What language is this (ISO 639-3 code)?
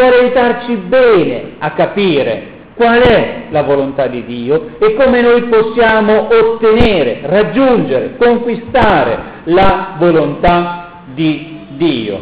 ita